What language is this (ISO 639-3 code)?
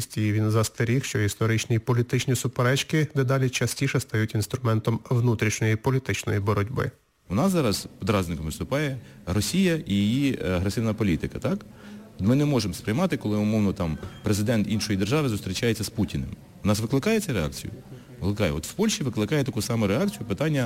ukr